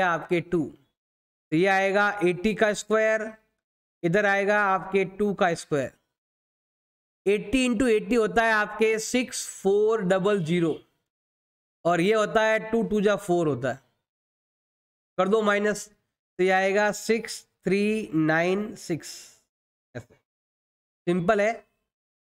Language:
Hindi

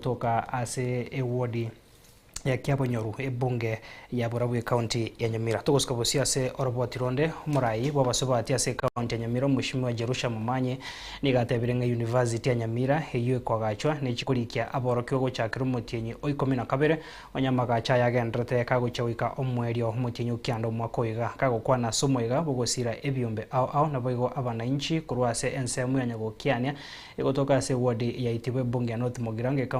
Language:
Gusii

